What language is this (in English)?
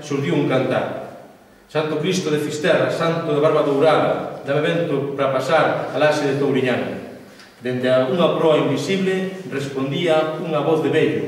Galician